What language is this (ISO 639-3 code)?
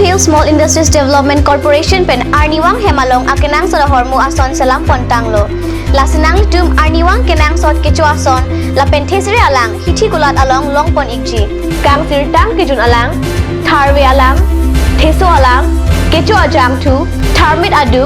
mjw